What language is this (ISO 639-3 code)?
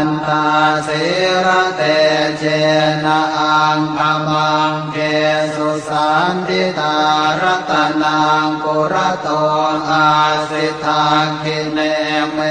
pli